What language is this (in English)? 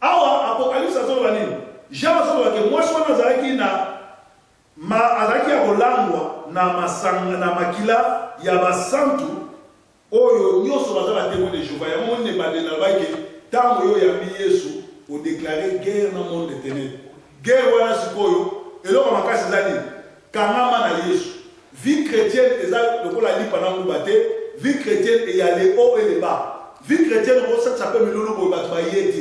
Lingala